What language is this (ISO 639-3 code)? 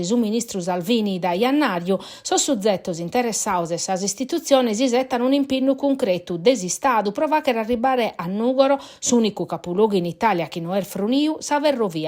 srd